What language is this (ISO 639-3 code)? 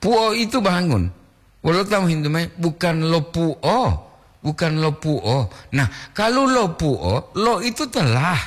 gor